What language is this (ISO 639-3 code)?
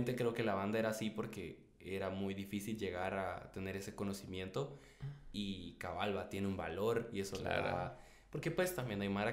spa